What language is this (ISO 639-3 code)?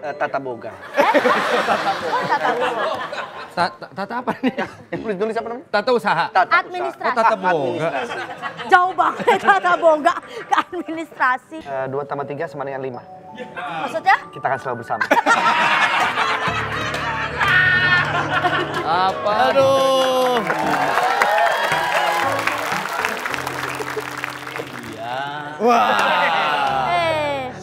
ind